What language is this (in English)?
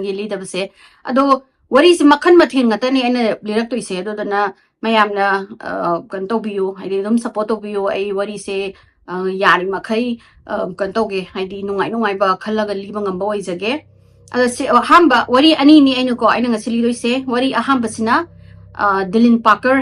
Manipuri